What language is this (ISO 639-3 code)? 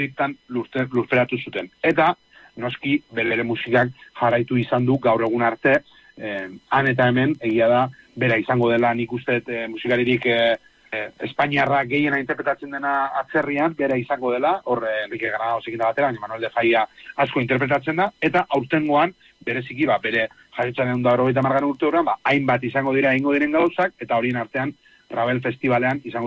eus